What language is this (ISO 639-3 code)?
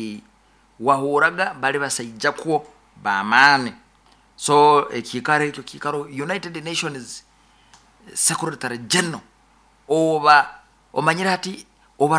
nyo